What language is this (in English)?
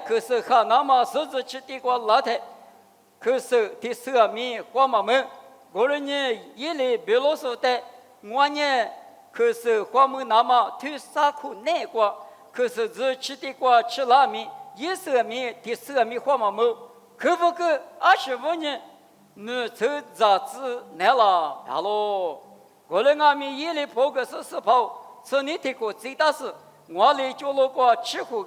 Lisu